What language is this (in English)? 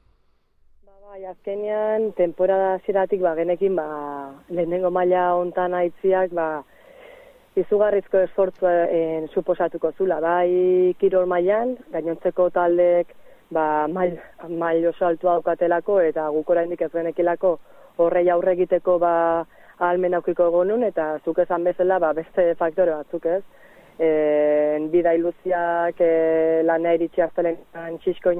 Basque